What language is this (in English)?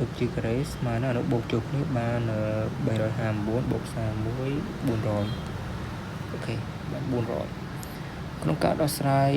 Khmer